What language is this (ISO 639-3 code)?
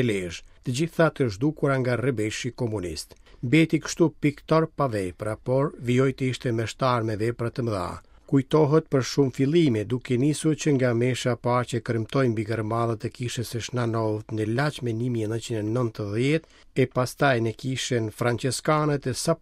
sqi